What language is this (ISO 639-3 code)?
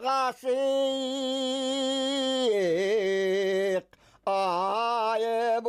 bak